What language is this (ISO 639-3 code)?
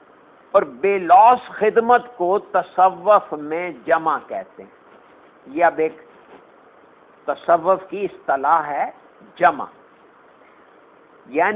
urd